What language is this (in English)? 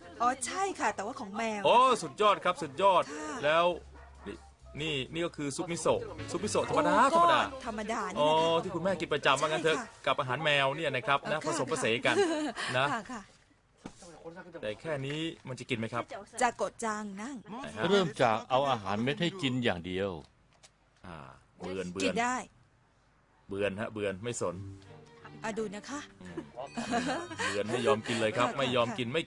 Thai